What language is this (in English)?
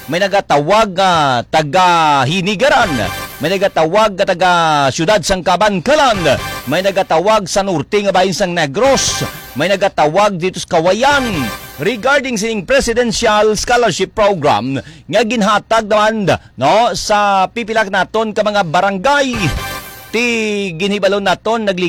Hiligaynon